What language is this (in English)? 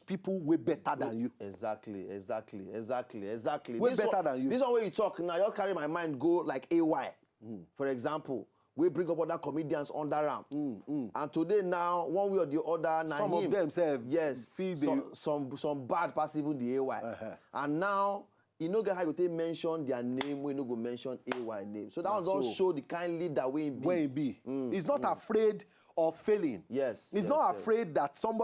Nigerian Pidgin